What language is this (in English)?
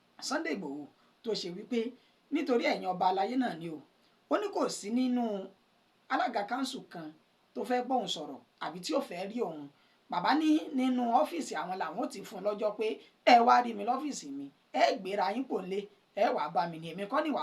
Yoruba